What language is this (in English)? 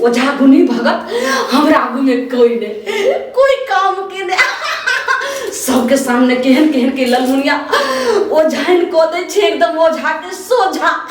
Maithili